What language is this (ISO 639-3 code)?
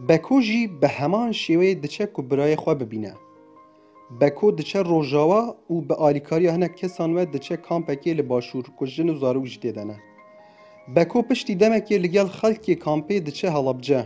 kur